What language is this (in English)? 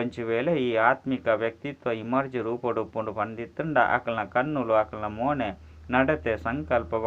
Tulu